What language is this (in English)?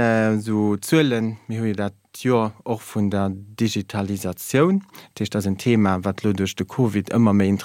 Luxembourgish